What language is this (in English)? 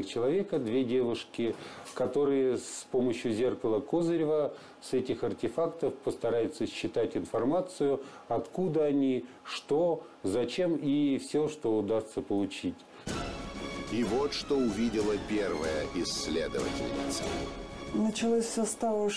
Russian